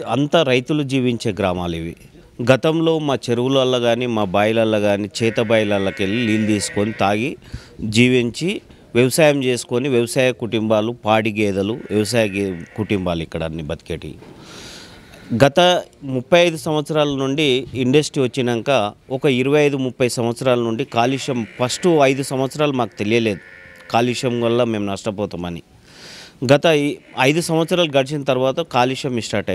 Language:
Telugu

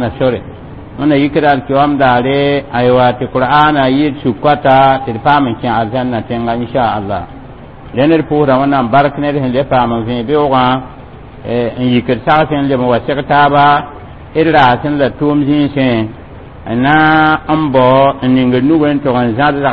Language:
Mossi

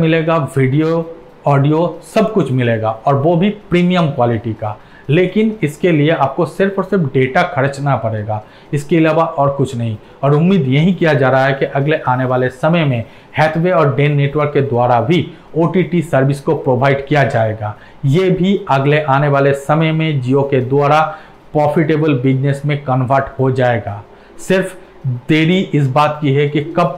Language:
Hindi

